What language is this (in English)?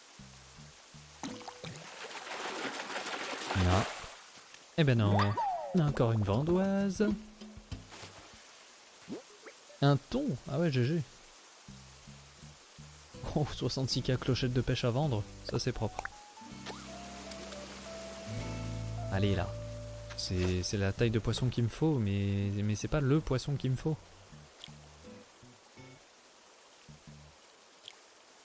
French